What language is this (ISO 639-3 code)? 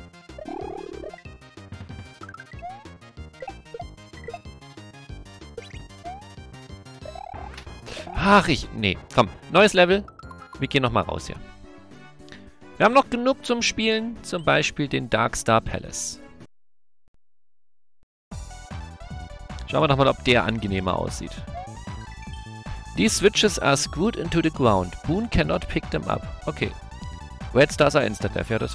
deu